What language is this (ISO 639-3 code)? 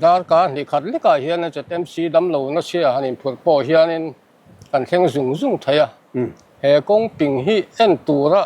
lus